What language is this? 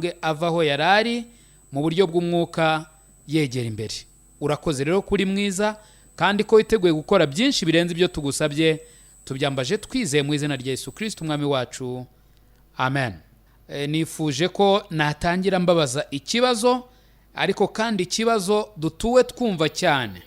Kinyarwanda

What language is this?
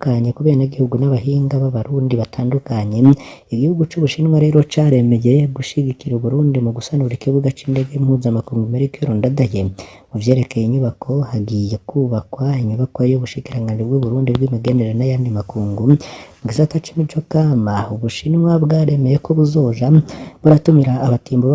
Rundi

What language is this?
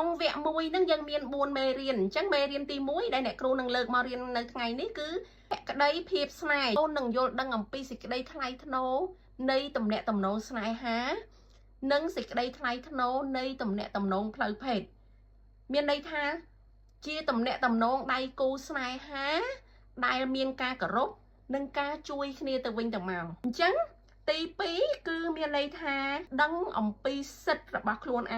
Khmer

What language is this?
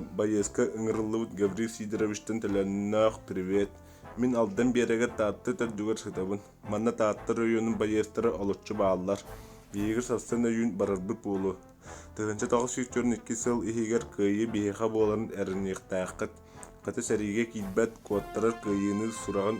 Yakut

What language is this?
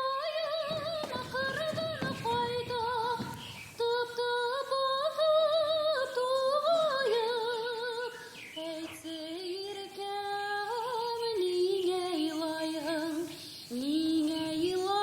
Bashkir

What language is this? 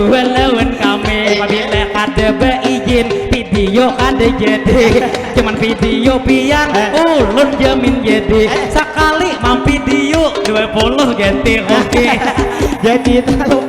Banjar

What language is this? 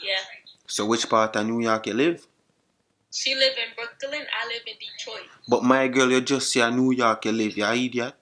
Jamaican Creole English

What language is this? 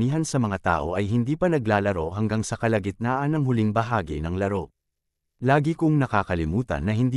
Filipino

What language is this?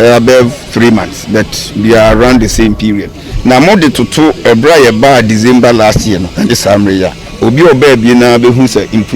Akan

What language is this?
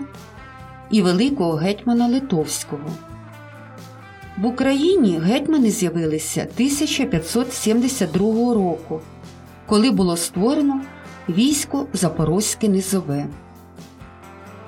Ukrainian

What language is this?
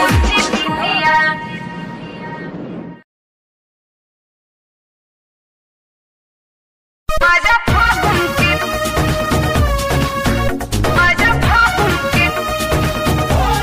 Bhojpuri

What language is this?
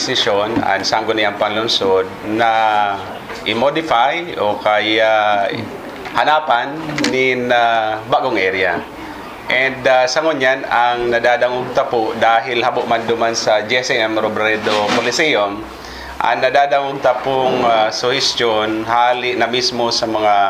Bikol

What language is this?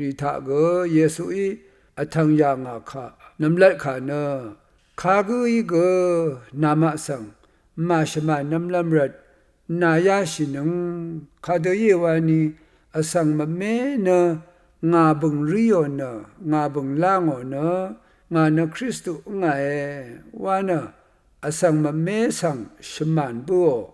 Rawang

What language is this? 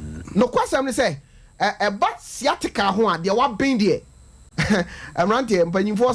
Akan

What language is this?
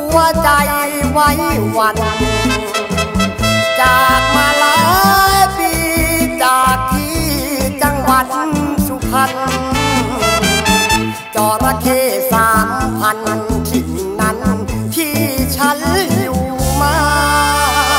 Thai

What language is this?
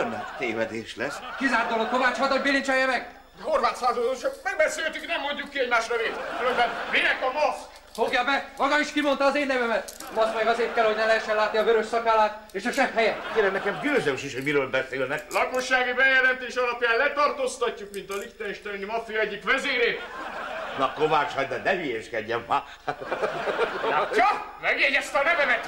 Hungarian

